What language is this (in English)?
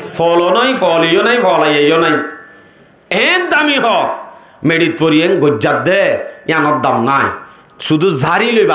Rohingya